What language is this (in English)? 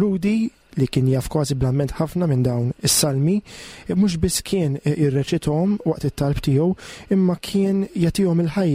Maltese